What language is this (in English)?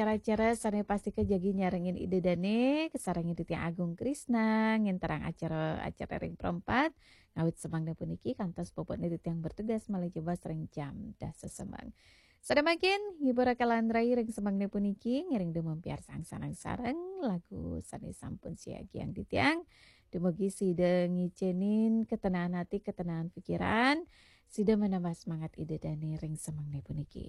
Balinese